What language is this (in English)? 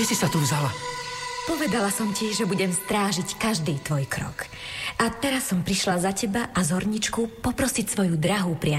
Slovak